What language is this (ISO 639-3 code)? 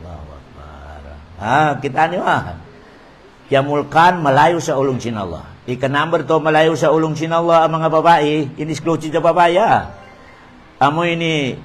tsg